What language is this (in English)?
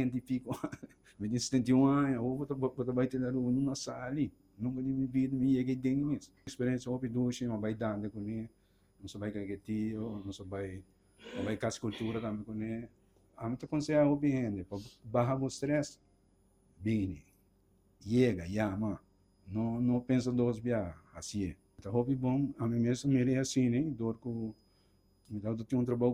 Papiamento